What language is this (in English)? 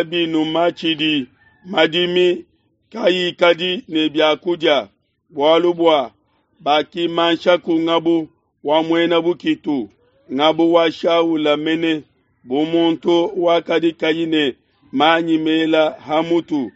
Luba-Lulua